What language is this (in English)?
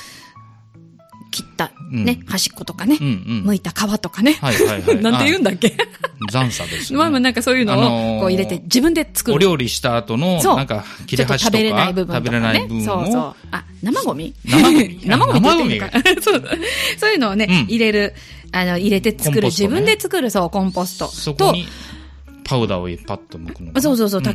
Japanese